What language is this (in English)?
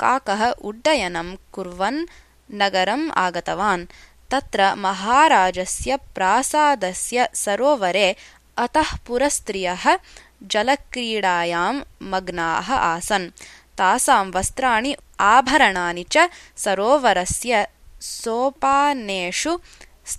Sanskrit